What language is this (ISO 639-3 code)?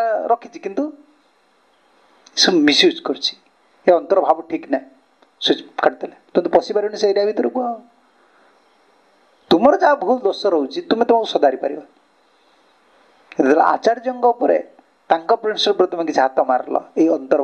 ori